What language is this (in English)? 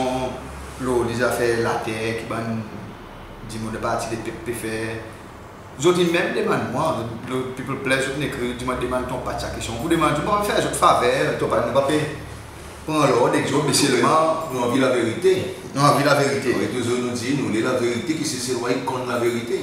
Seselwa Creole French